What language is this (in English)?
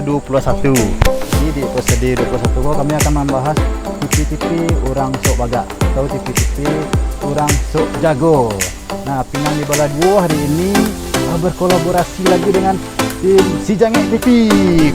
Minangkabau